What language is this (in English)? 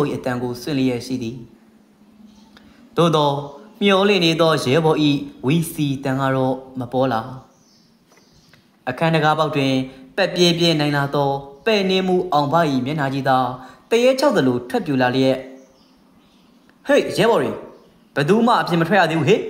Burmese